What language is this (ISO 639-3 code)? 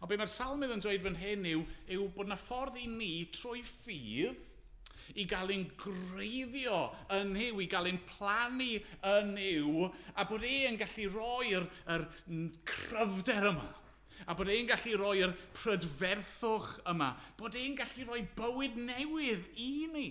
cym